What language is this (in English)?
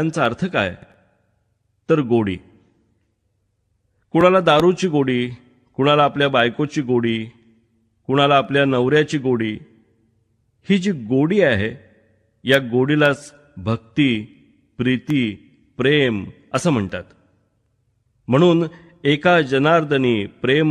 Marathi